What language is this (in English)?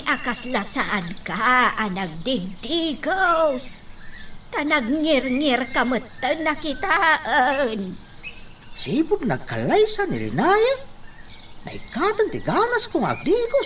Iloko